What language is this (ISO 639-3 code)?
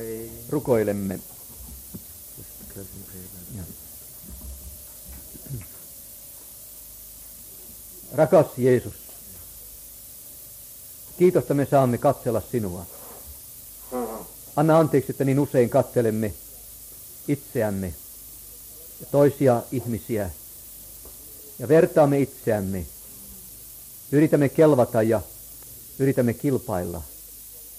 fin